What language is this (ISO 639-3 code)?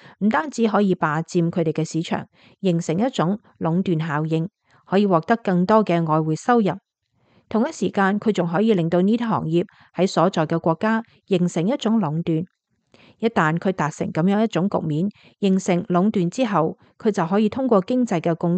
yue